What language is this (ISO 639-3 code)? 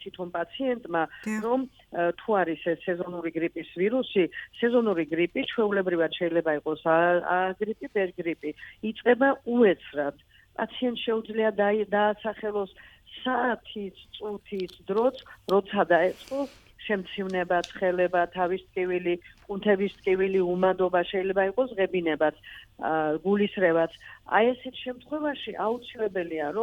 kat